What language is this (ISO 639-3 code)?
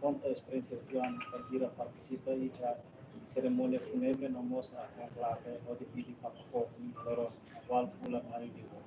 tet